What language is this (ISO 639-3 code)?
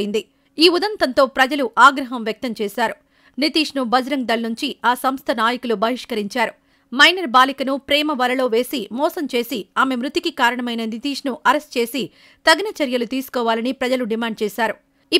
tel